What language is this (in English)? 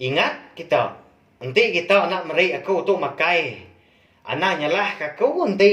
Iban